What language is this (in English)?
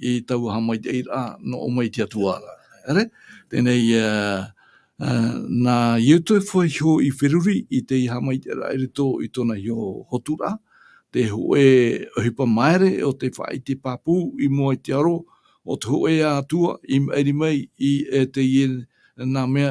Tahitian